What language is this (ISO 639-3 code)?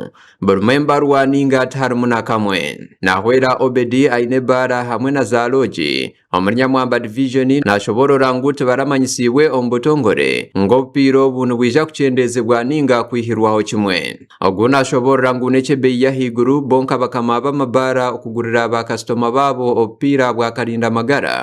nyn